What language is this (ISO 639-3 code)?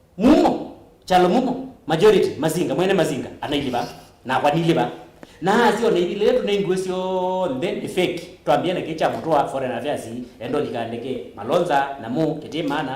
kam